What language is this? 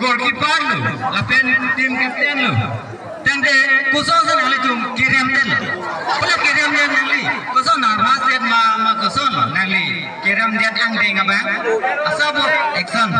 Karbi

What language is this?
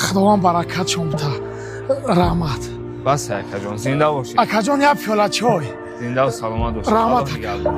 Tajik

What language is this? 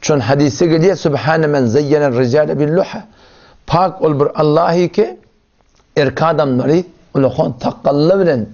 Turkmen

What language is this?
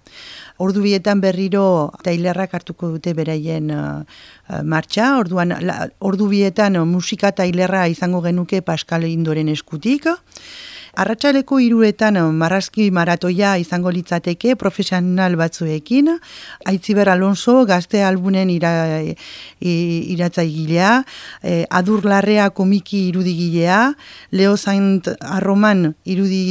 Basque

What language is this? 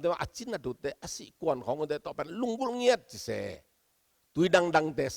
Tedim Chin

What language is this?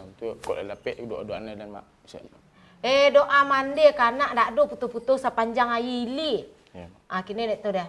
Minangkabau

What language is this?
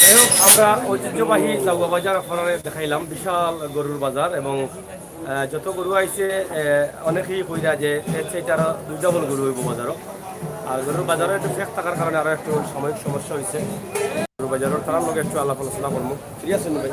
Sylheti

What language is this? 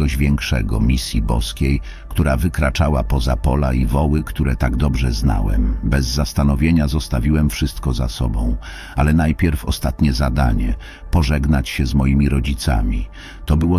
Polish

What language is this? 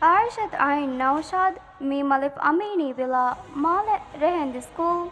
Divehi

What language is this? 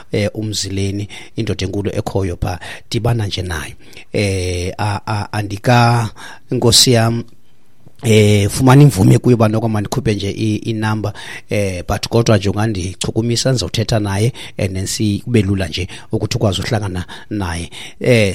Xhosa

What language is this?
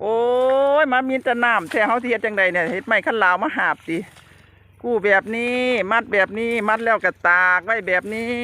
Northeastern Thai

